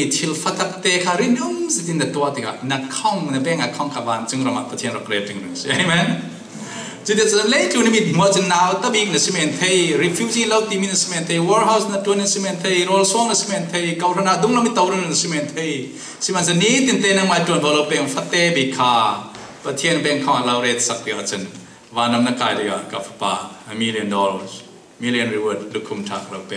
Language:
Falam Chin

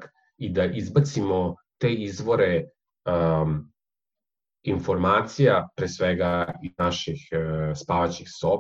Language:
Serbian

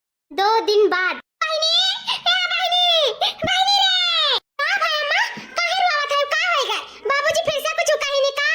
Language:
Awadhi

